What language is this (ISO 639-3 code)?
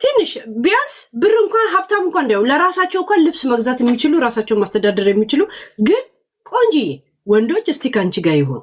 amh